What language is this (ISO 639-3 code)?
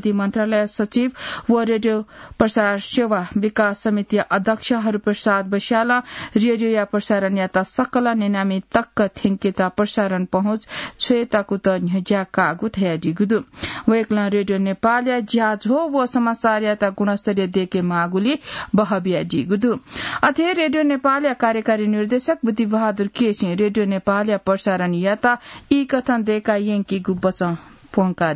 new